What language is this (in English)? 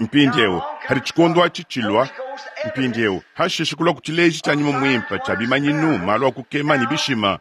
Luba-Lulua